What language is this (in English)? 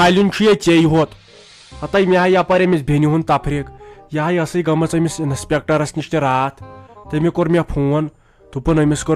Kashmiri